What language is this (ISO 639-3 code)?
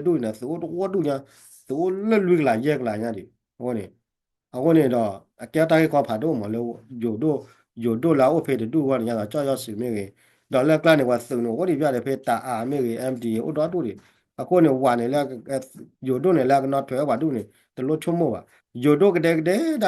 ksw